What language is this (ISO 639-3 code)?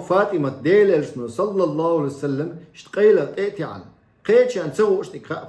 che